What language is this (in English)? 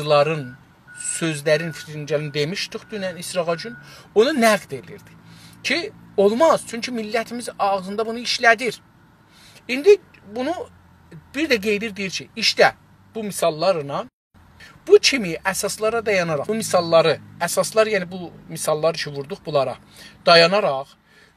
South Azerbaijani